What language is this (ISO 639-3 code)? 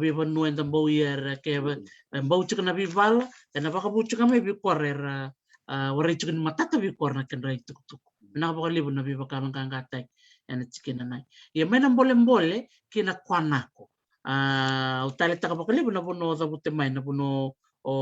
fij